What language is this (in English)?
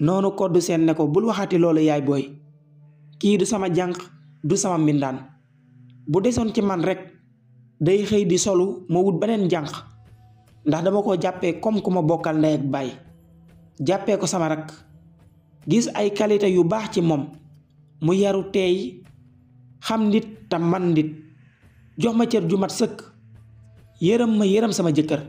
Wolof